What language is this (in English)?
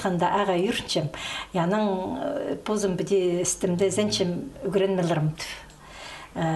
Khakas